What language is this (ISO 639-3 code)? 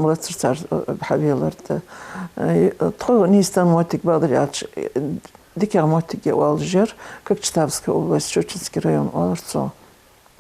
inh